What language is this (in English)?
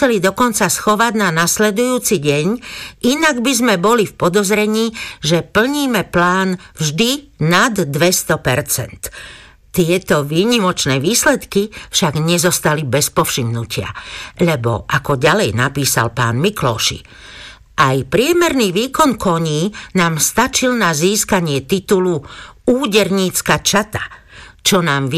Slovak